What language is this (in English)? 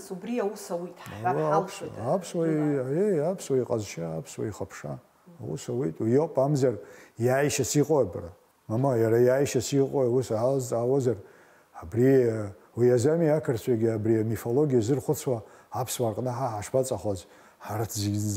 Abkhazian